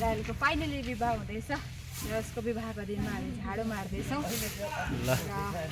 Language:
Nepali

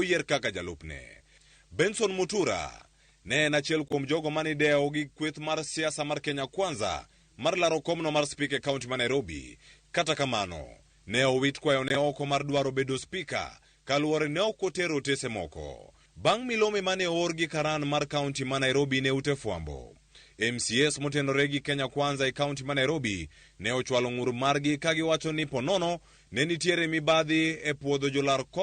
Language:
Luo (Kenya and Tanzania)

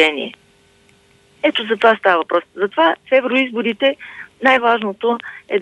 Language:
Bulgarian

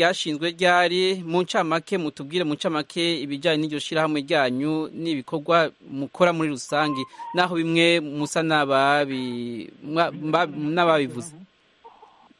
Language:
Kinyarwanda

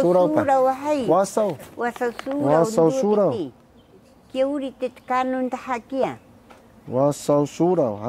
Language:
Taroko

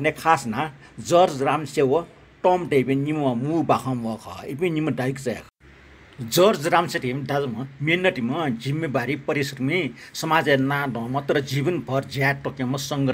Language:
Newari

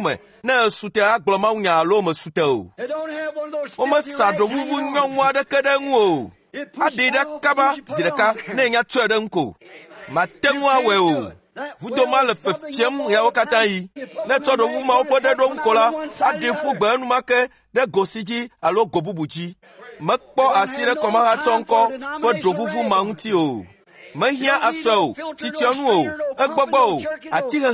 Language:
Ewe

